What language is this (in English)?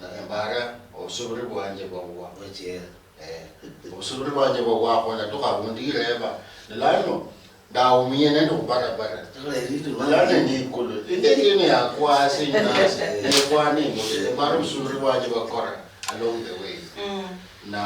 Luyia